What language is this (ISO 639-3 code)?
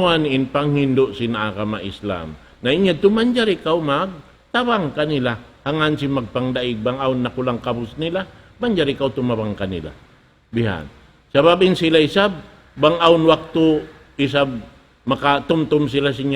tsg